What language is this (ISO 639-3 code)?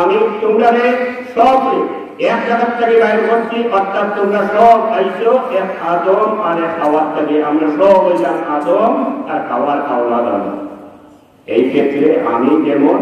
syl